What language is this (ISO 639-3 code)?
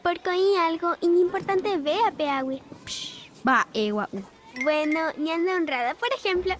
grn